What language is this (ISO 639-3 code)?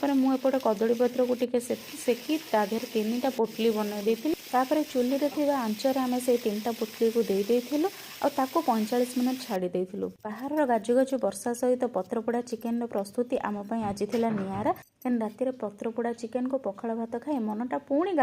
ori